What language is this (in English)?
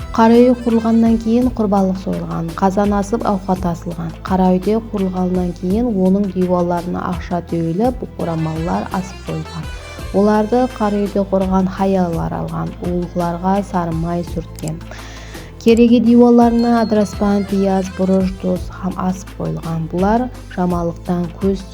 Kara-Kalpak